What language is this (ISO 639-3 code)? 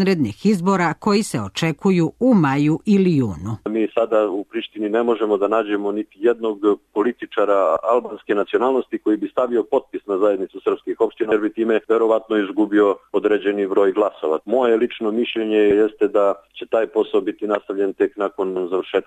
srp